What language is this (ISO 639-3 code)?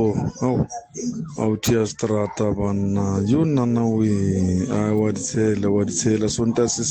sot